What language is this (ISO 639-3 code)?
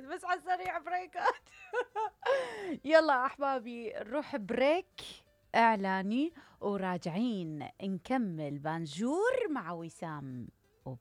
acm